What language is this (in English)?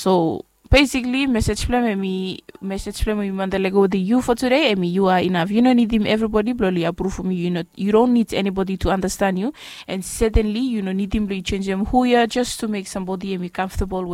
Bislama